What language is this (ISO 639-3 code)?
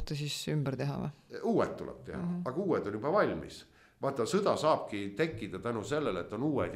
est